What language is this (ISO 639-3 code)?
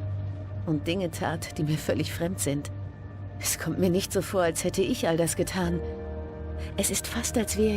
gsw